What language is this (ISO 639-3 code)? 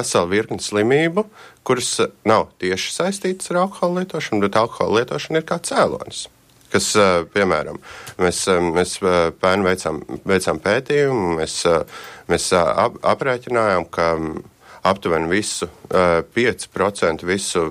lav